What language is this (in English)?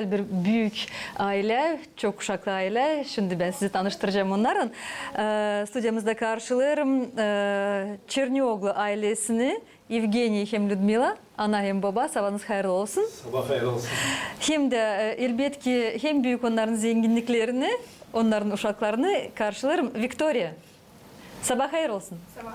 Gagauz